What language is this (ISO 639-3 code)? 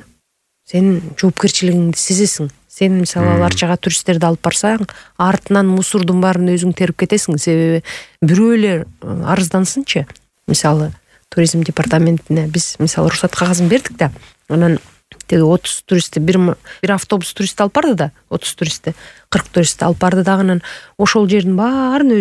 kir